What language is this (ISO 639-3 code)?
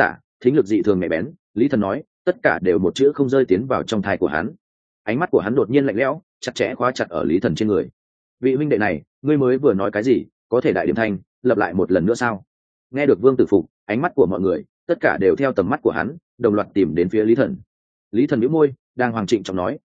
vie